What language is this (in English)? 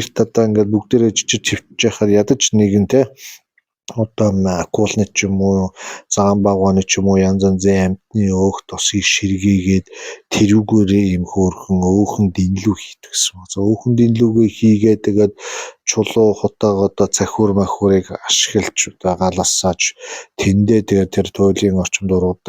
Mongolian